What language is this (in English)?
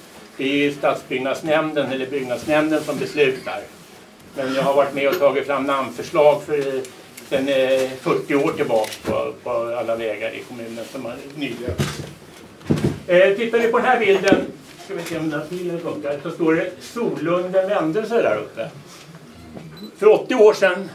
Swedish